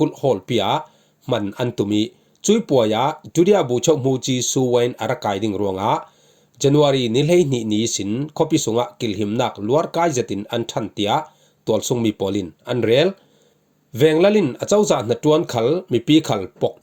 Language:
Falam Chin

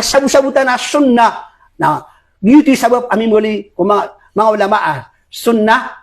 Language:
Maranao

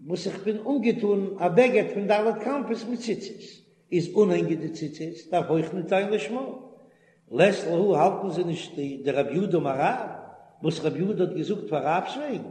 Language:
Yiddish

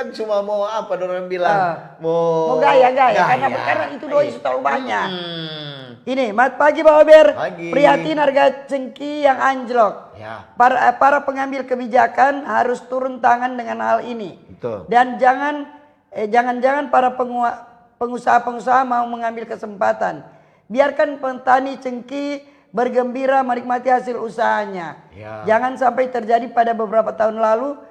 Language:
Manado Malay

